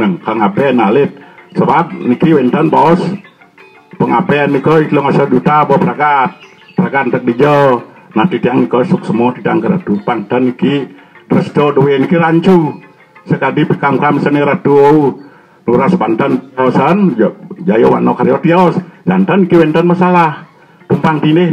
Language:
Balinese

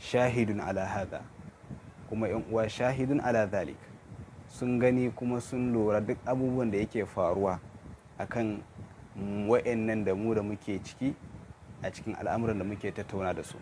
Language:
Hausa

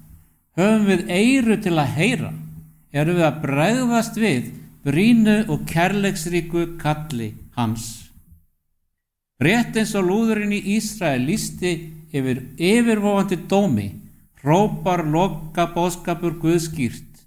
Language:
Icelandic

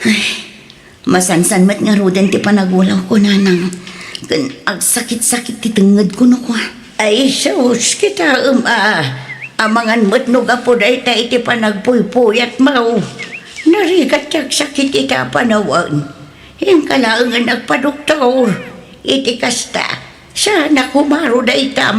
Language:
Iloko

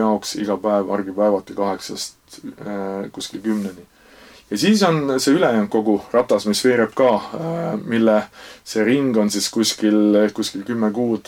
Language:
Estonian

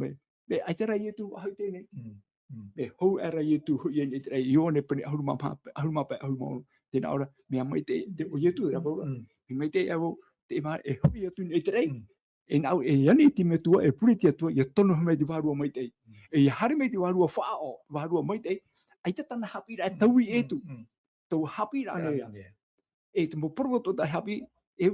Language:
Tahitian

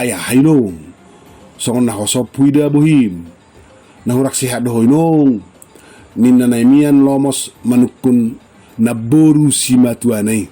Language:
Batak Toba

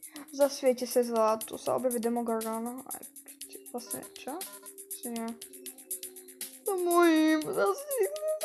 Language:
Slovak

